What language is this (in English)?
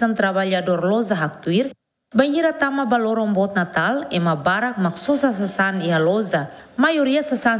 Tetum